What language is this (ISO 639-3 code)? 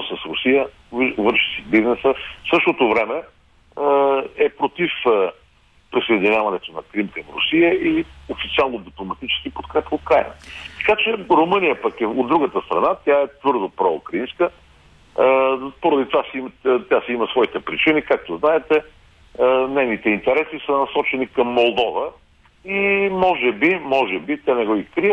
bul